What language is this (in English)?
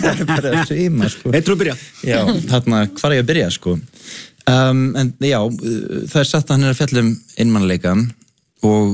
Icelandic